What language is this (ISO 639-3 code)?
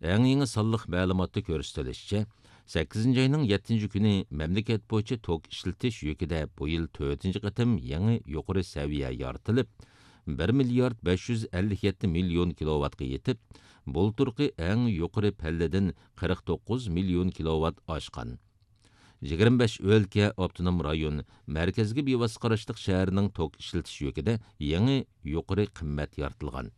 uig